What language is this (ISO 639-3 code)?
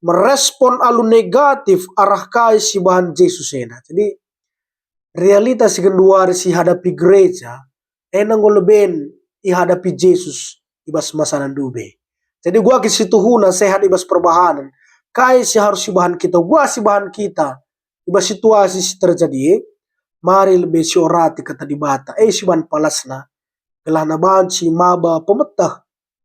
btx